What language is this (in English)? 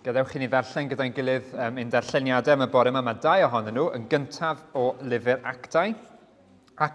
Welsh